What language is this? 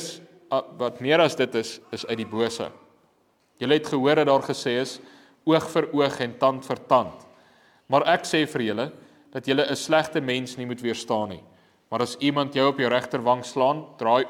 Afrikaans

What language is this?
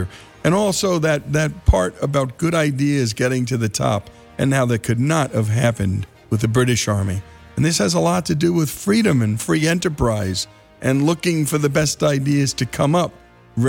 English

